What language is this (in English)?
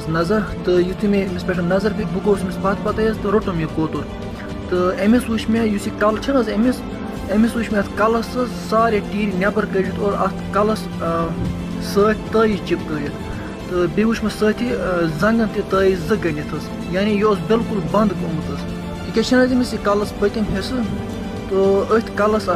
Kashmiri